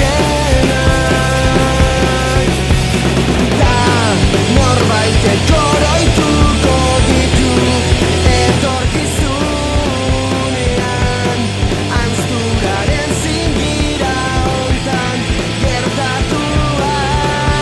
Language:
Basque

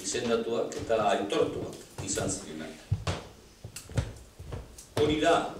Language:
Basque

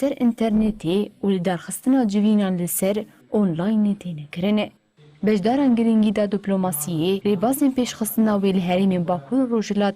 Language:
Kurdish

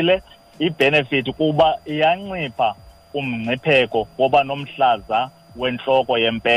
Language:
Xhosa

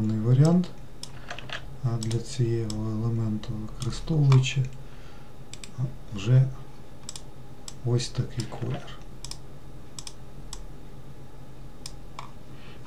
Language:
Ukrainian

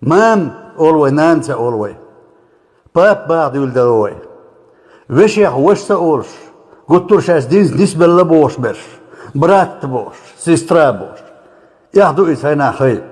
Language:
Chechen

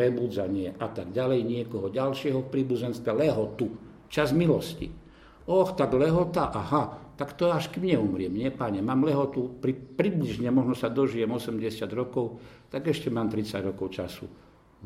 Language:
Slovak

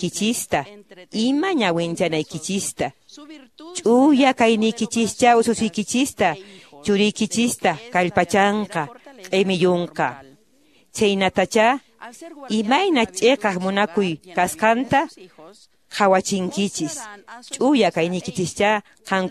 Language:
Quechua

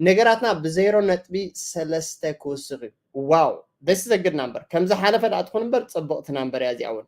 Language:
Tigrinya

